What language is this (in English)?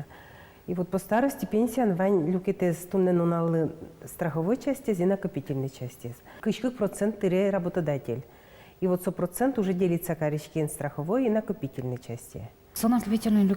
Udmurt